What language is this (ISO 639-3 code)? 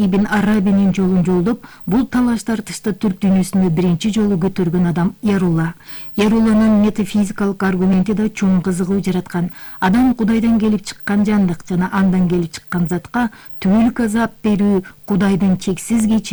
kir